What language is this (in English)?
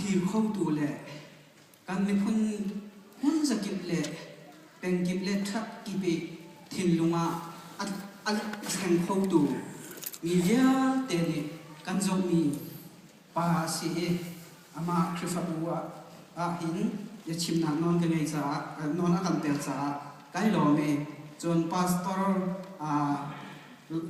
Hakha Chin